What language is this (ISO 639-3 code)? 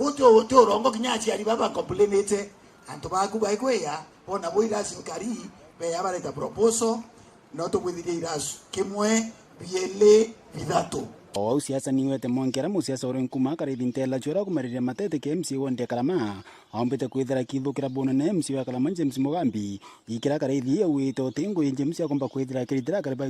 mer